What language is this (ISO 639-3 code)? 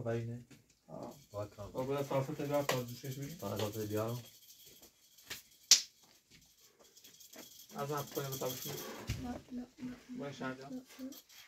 fas